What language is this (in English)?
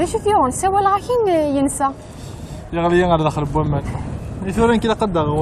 Kabyle